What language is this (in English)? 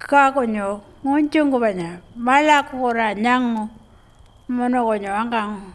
Pitjantjatjara